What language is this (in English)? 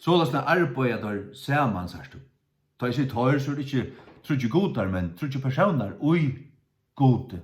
Faroese